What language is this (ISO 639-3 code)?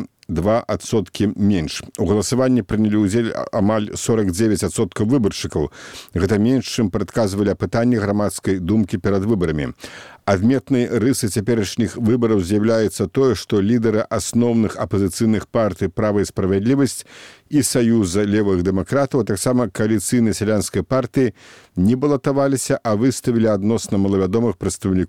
bel